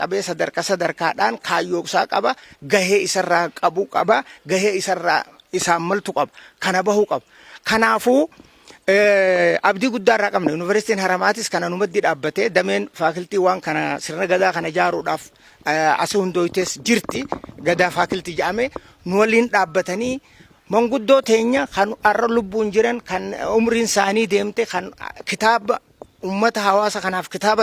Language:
Oromo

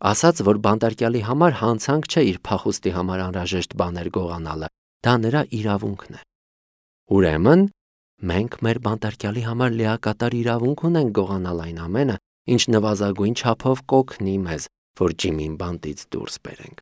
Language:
Armenian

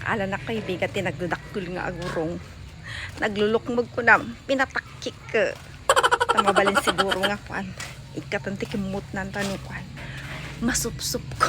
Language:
Iloko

